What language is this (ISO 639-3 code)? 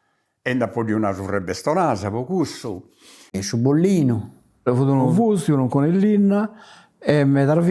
srd